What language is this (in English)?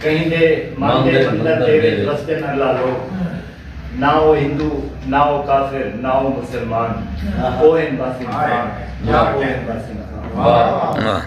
Saraiki